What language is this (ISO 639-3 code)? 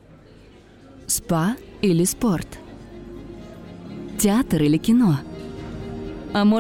rus